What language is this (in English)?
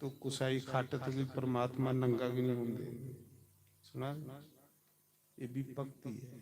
Dogri